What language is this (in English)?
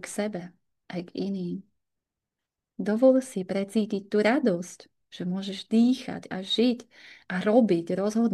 Slovak